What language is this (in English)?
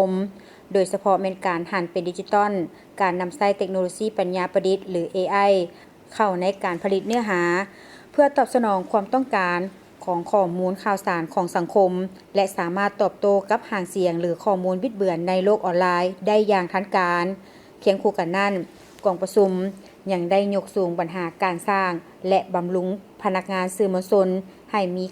Lao